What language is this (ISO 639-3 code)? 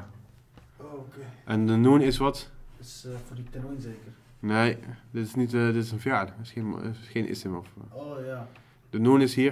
nld